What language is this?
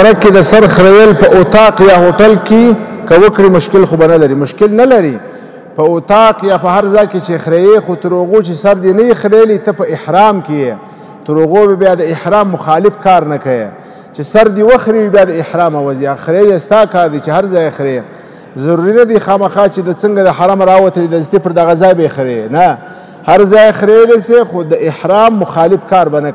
Pashto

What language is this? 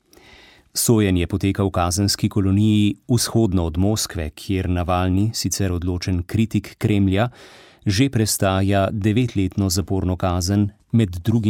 Slovenian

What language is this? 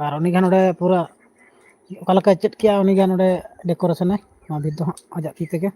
Santali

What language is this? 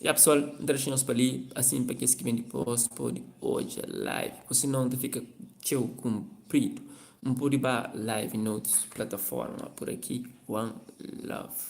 Kabuverdianu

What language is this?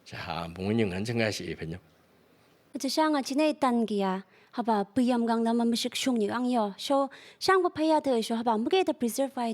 Phom Naga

